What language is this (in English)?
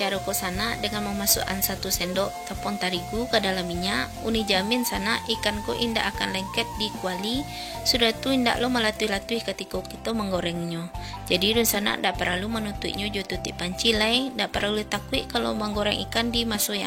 Minangkabau